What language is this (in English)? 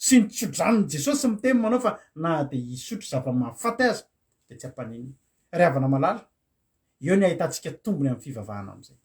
Malagasy